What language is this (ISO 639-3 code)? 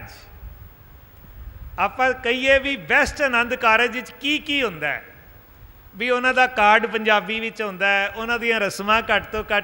pan